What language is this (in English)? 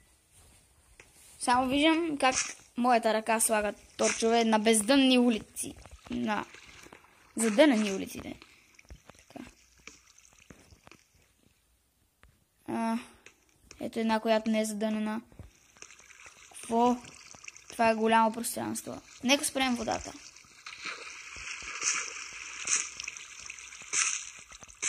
Bulgarian